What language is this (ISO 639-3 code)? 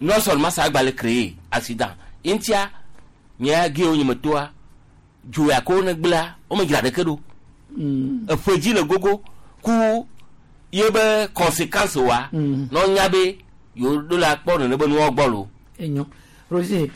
gej